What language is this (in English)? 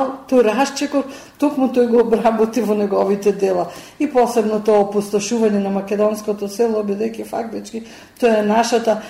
Macedonian